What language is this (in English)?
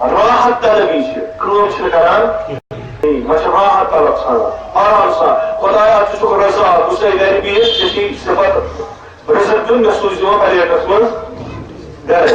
Kashmiri